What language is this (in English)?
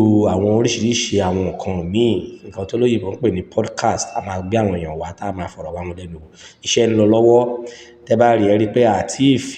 Yoruba